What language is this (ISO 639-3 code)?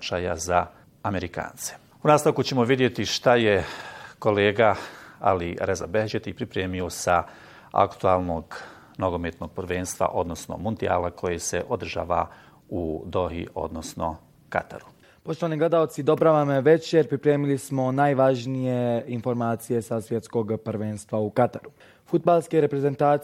bos